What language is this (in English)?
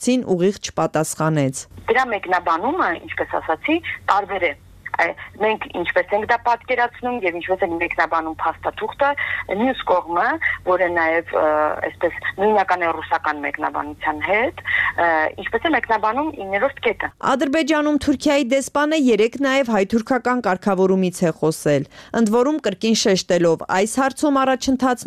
Armenian